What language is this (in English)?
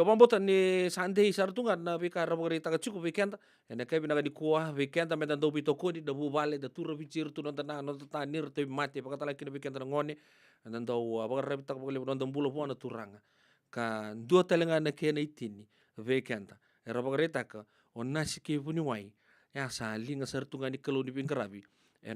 Fijian